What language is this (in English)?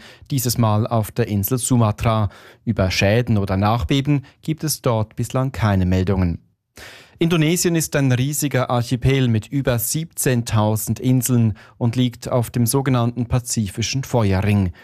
German